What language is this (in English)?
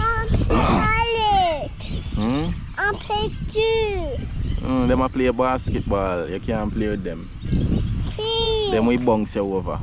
Jamaican Creole English